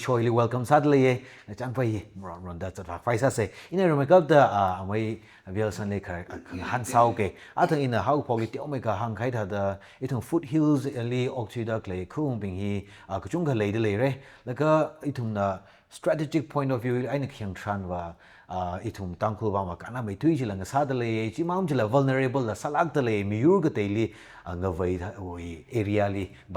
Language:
Tangkhul Naga (India)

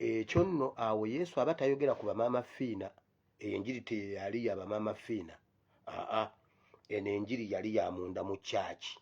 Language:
Ganda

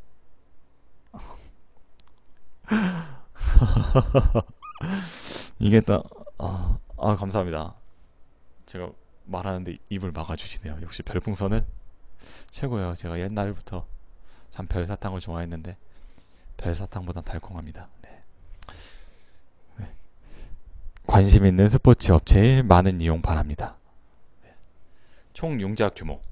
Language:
Korean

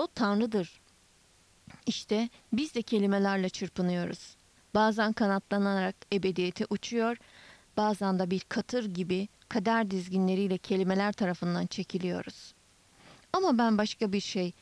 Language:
Turkish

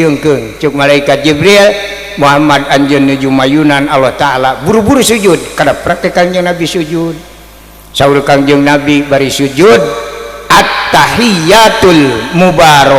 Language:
Sundanese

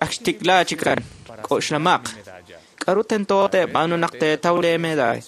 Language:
Kekchí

